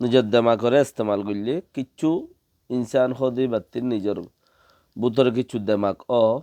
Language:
Rohingya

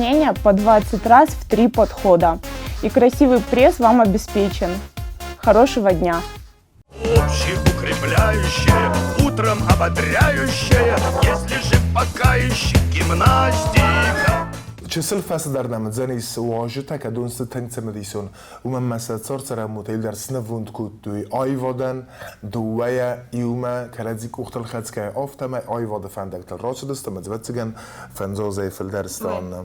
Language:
Ossetic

